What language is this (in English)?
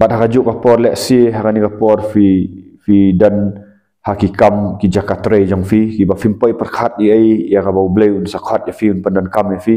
Khasi